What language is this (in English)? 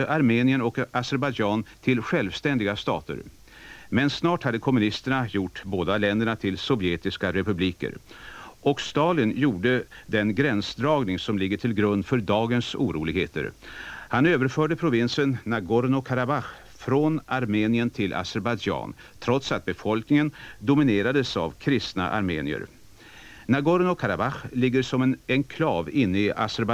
Swedish